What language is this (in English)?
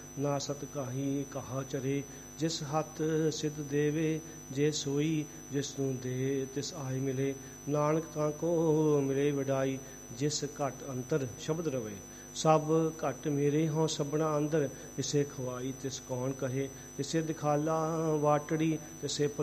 Punjabi